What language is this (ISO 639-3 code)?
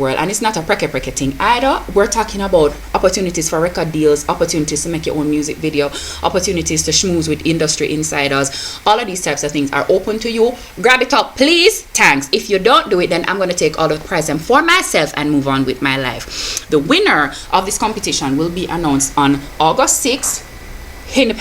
jam